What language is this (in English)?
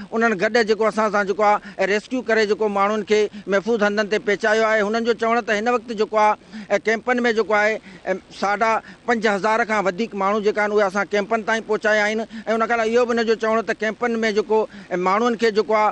Sindhi